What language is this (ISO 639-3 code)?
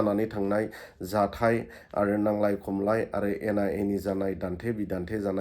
brx